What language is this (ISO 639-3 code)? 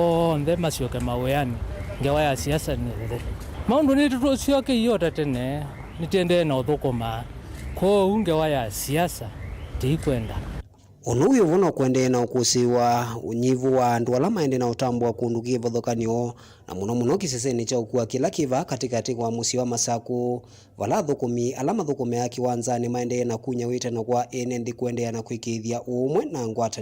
kam